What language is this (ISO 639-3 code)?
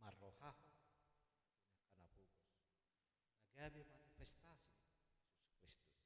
bbc